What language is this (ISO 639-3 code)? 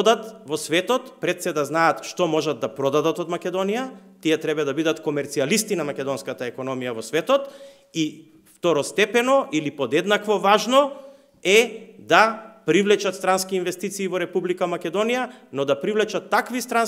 mkd